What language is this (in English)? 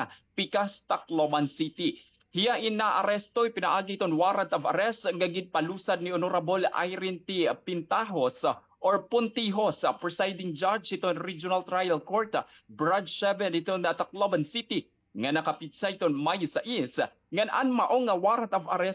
Waray